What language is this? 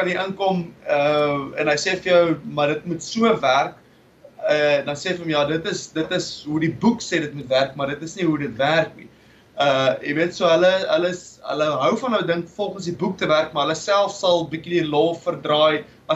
Afrikaans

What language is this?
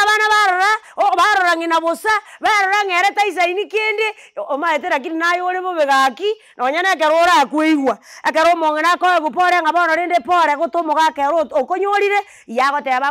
Gusii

